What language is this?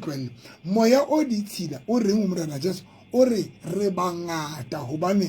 Southern Sotho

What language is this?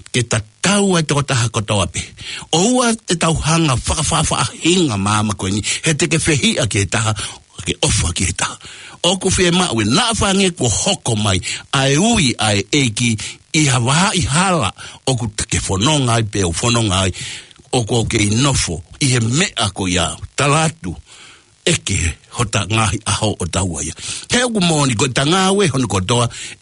Tongan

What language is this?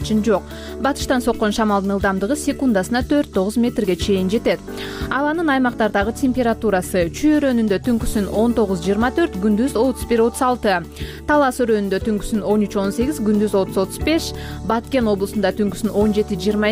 Kyrgyz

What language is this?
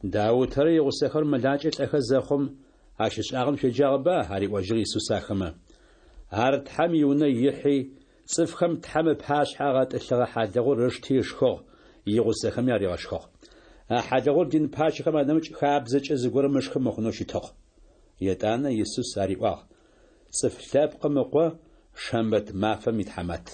Adyghe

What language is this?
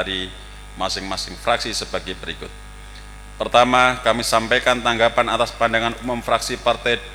Indonesian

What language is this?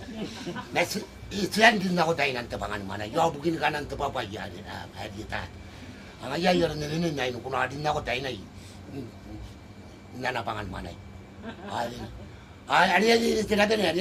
Gilbertese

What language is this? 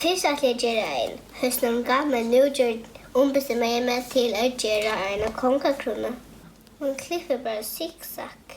Faroese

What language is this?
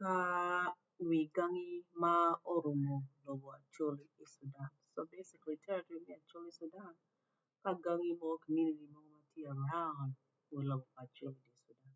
Acoli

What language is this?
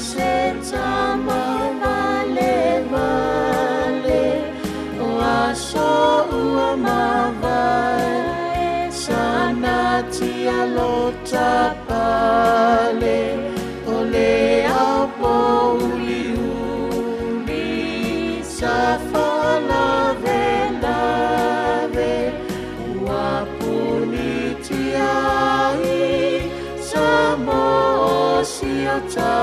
Samoan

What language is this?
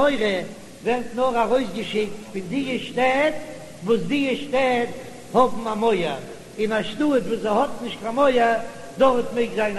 Yiddish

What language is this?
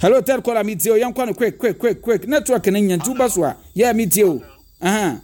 Akan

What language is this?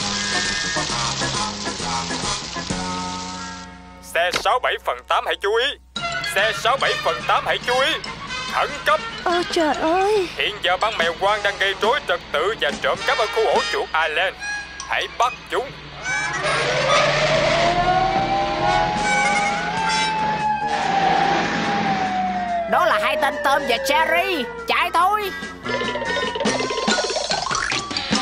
Vietnamese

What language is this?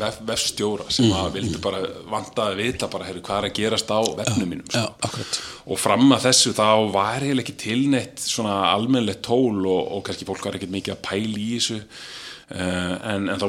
Icelandic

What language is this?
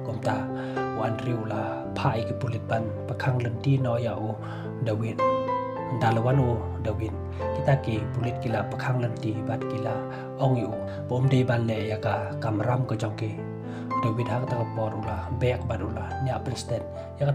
Khasi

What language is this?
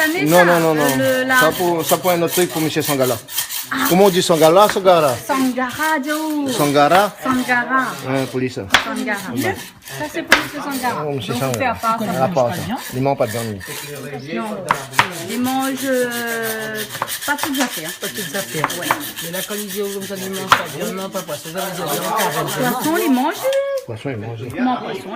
Réunion Creole French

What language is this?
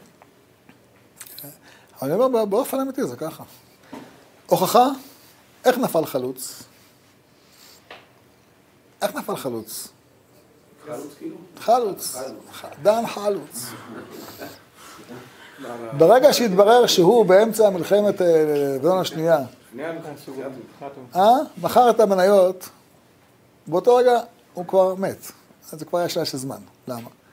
Hebrew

